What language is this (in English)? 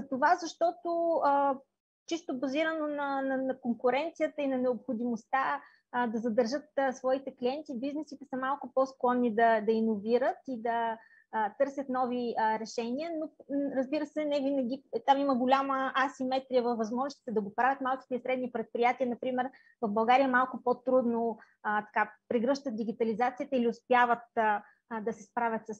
Bulgarian